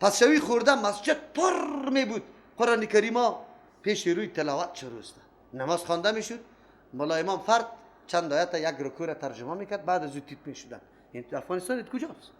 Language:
Persian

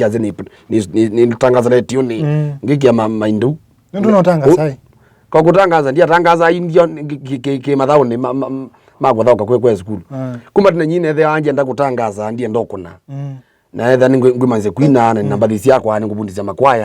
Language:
Kamba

